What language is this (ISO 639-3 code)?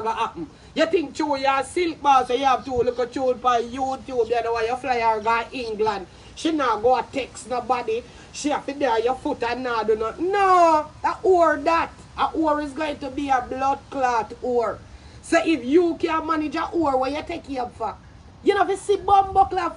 jam